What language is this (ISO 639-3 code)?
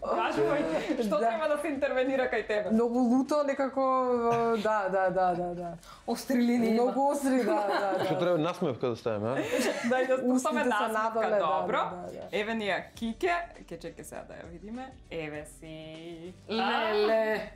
mkd